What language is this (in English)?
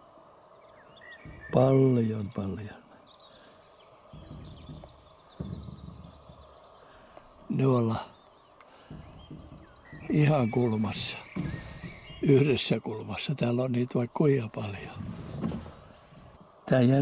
Finnish